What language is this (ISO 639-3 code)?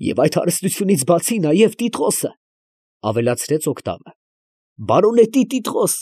hye